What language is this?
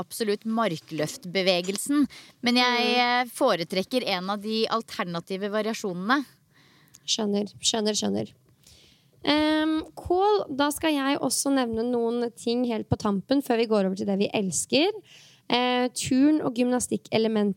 Norwegian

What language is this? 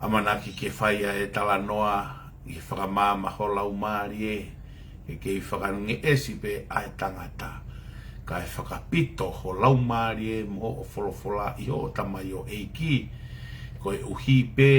Tongan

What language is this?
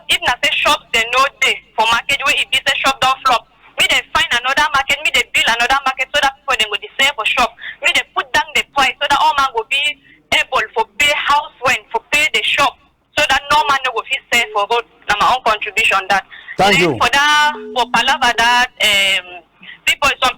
Cameroon Pidgin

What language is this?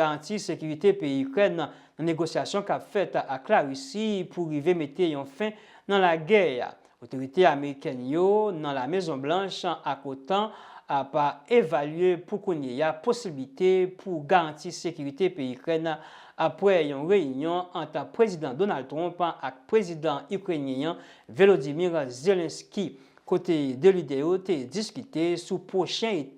Haitian Creole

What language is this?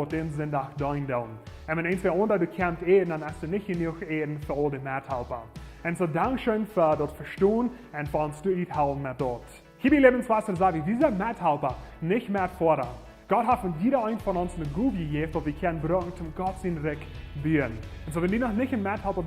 Plautdietsch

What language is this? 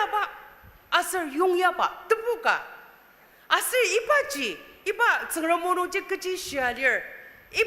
Ao Naga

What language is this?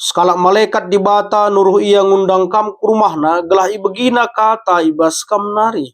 Batak Karo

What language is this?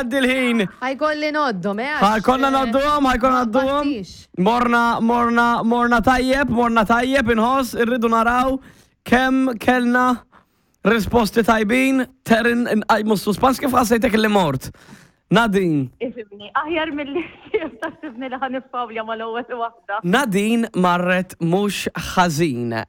Maltese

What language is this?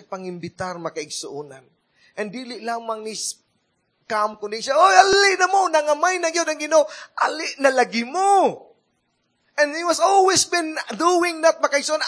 Cebuano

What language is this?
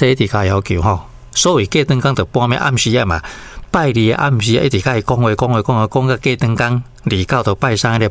Min Nan Chinese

